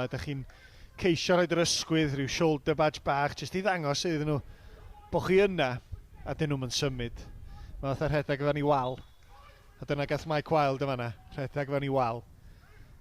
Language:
Welsh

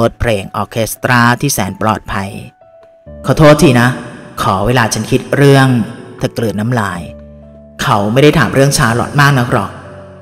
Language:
Thai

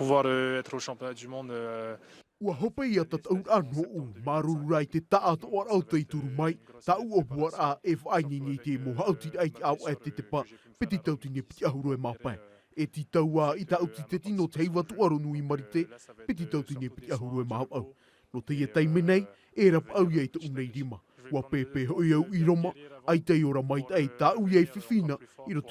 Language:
Tahitian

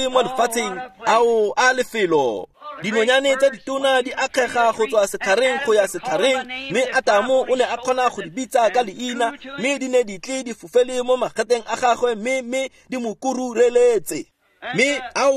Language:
Tswana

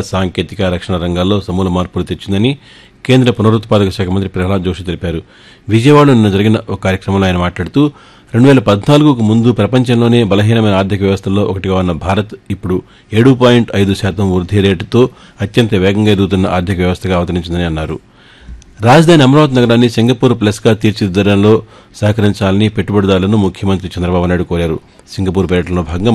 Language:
Telugu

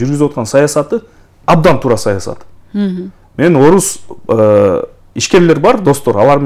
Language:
Kyrgyz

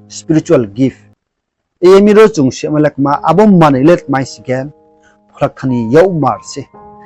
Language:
Riang (India)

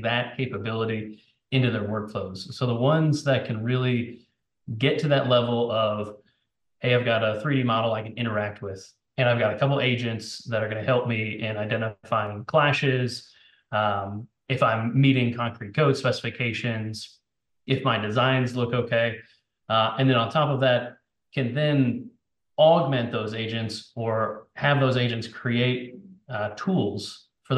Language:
English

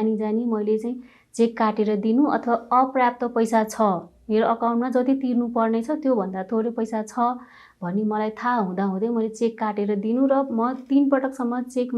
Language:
Nepali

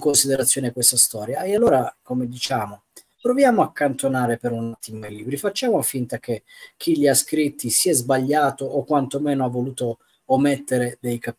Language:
Italian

